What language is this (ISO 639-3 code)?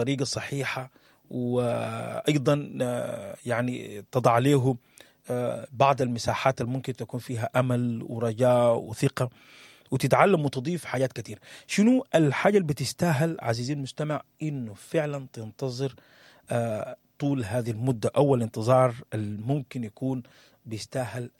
apd